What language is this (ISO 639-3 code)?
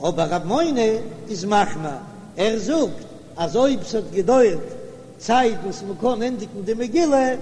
yid